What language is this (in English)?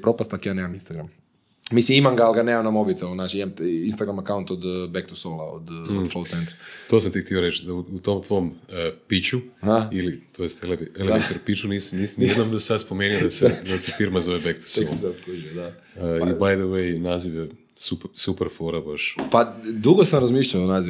Croatian